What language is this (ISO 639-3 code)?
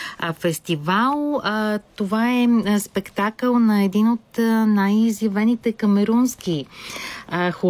bul